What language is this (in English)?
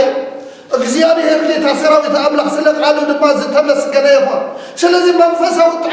Tigrinya